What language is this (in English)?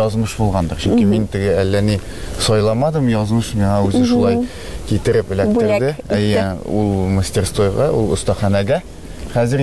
Tatar